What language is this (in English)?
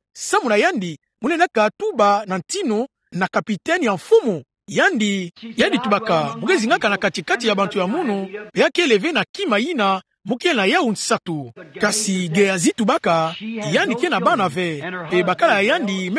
Kituba (Democratic Republic of Congo)